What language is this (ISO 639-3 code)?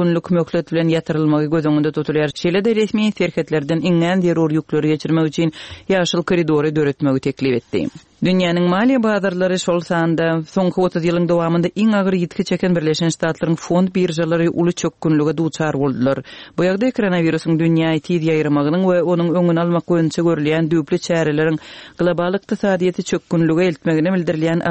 tuk